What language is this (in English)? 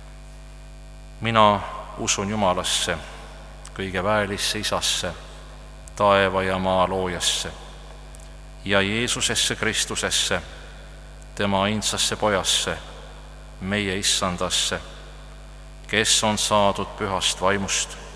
Estonian